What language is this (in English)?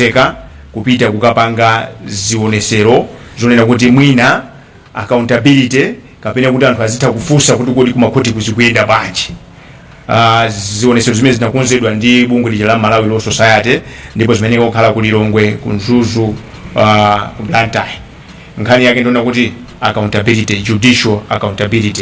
Nyanja